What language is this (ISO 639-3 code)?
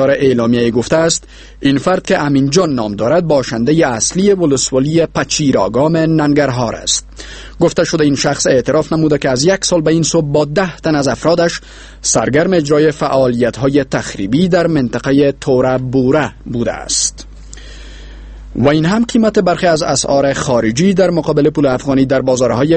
fas